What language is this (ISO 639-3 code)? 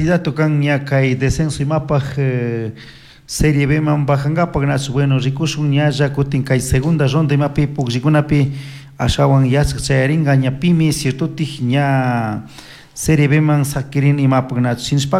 qug